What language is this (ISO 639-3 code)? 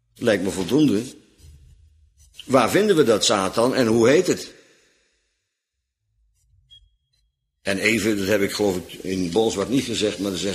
nld